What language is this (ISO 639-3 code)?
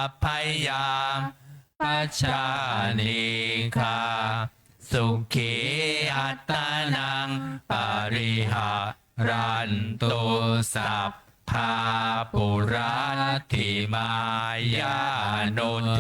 pli